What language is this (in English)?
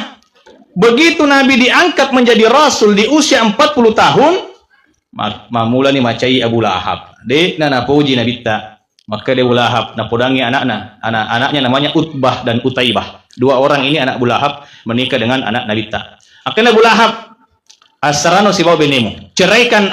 Buginese